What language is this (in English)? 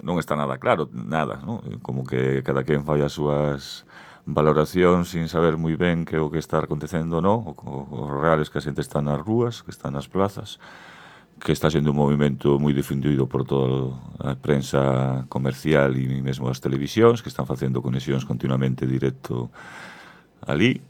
Galician